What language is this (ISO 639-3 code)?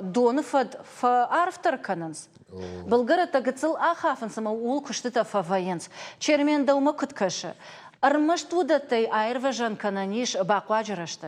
oss